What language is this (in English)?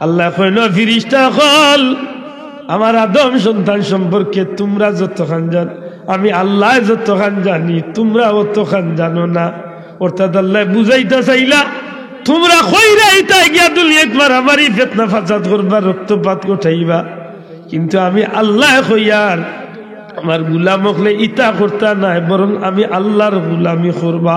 Sylheti